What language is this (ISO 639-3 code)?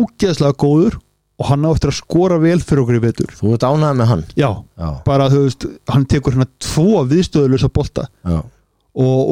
isl